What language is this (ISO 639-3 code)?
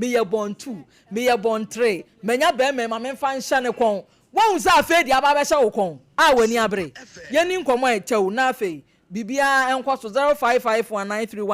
aka